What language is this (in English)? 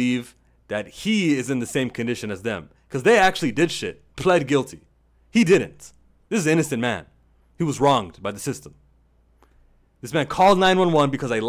English